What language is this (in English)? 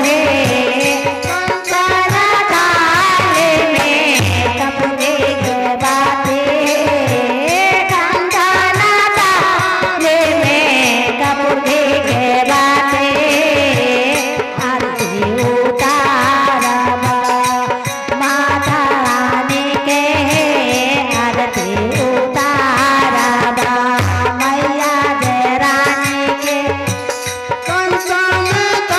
Bhojpuri